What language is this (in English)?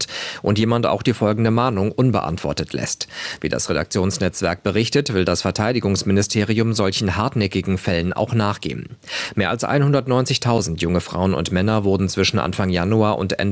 German